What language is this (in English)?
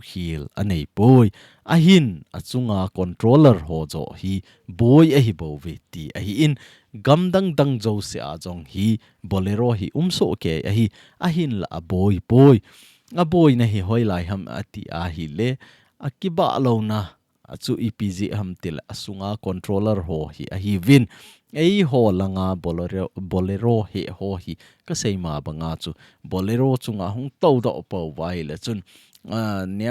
Thado Chin